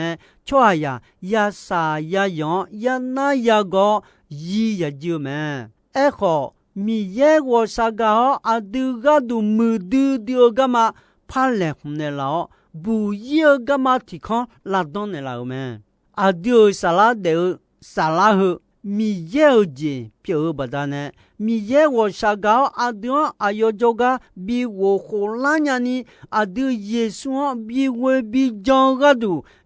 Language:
Akha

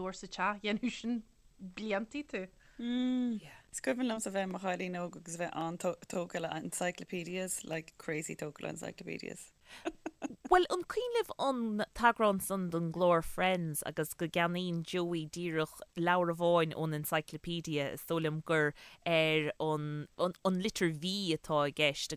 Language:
Irish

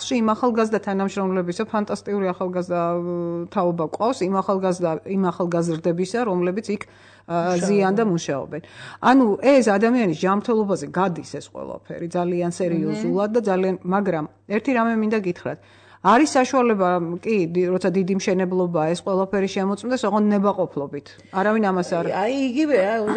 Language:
Georgian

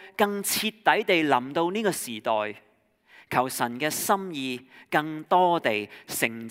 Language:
Cantonese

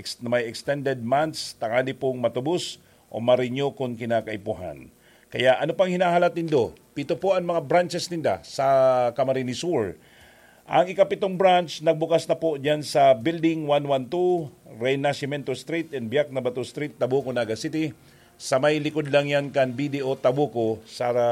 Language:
Bikol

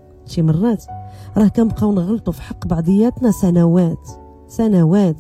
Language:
Moroccan Arabic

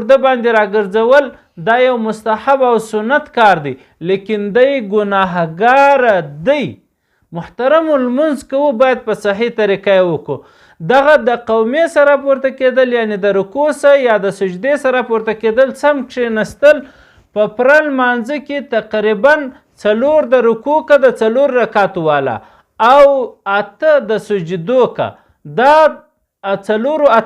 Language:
Pashto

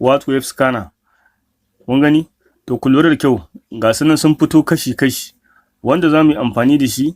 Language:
Hausa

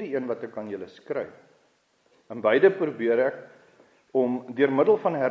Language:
Afrikaans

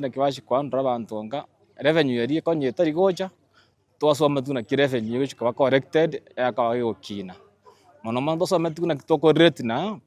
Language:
Gusii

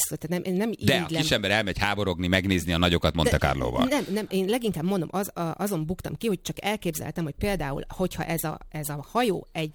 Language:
Hungarian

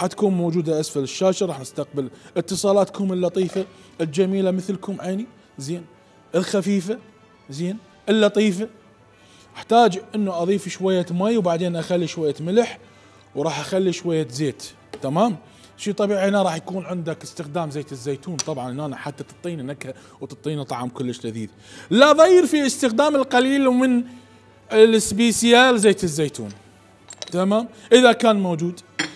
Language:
Mesopotamian Arabic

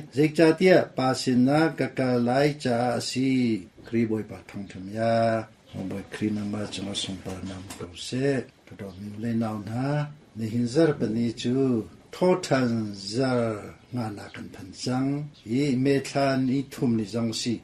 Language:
Hakha Chin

